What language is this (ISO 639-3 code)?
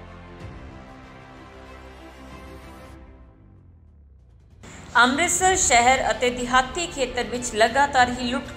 pan